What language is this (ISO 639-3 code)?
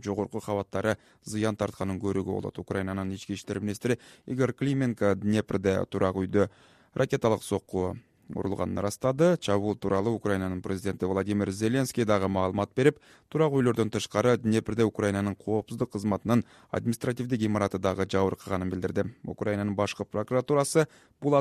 kir